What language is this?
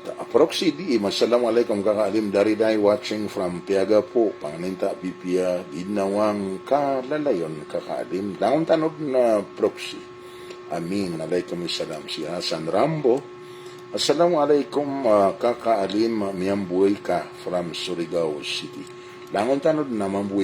Maranao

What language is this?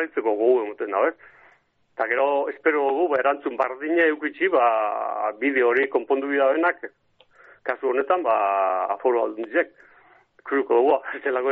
Basque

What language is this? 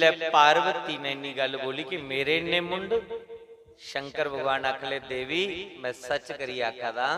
Dogri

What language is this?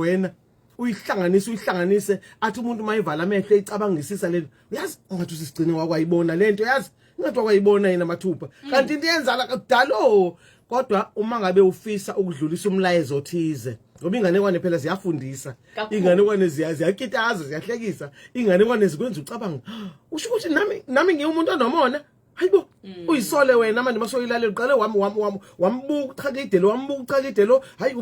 Zulu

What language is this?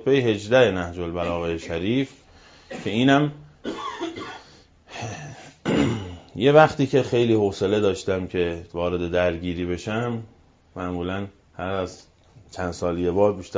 Persian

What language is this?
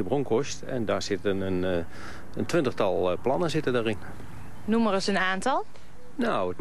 Dutch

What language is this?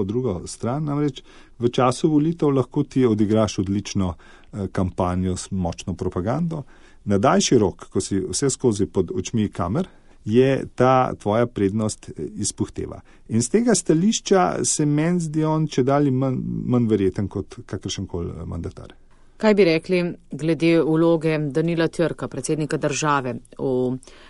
Slovenian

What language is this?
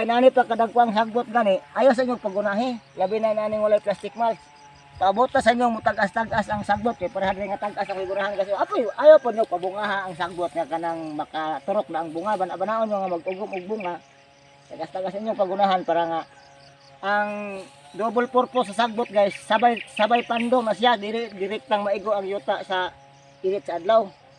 Cebuano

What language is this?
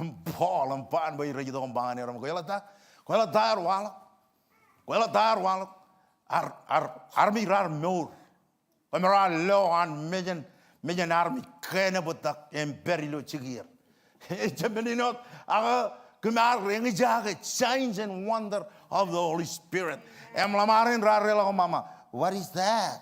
Marshallese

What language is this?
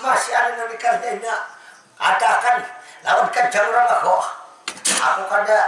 Banjar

